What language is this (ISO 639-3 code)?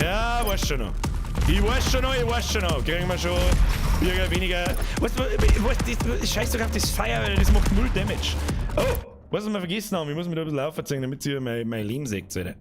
bar